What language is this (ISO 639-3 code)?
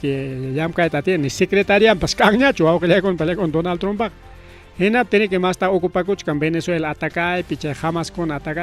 quy